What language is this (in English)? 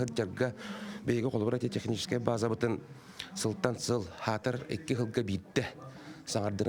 Yakut